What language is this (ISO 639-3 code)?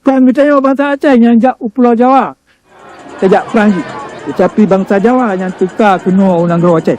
ace